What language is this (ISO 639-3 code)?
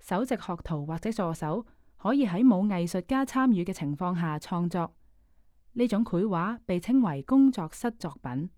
yue